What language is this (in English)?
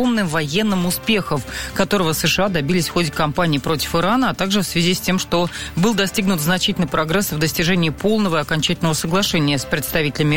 Russian